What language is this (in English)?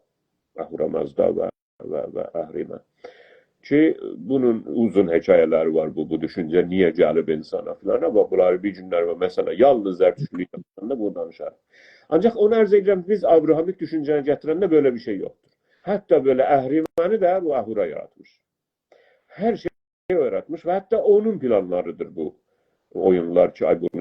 South Azerbaijani